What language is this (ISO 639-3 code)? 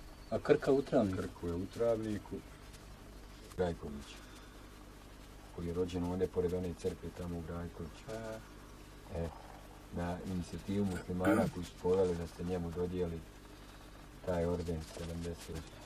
hrv